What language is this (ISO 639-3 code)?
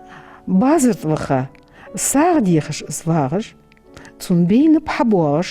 inh